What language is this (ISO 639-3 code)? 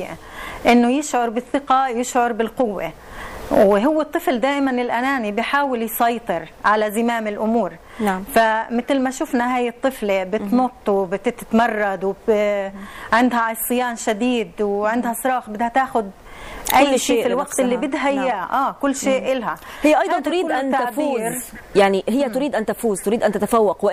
ara